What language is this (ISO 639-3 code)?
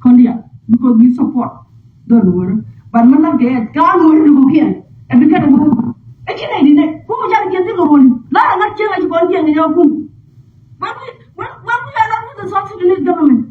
nus